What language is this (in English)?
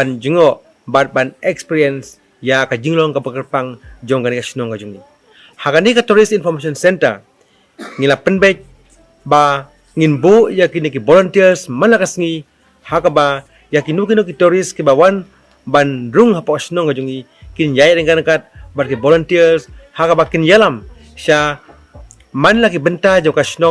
Khasi